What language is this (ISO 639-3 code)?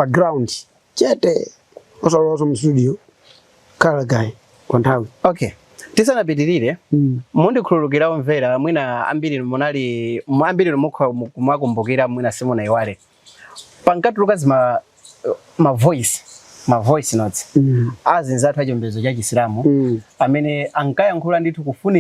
nya